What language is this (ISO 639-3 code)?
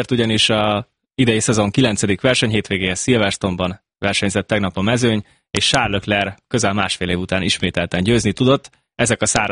hun